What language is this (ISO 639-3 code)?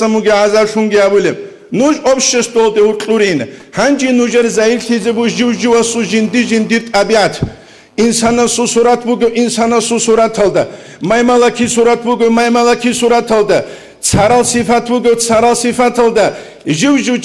ava